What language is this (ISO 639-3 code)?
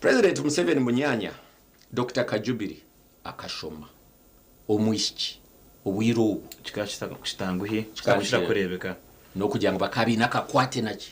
nyn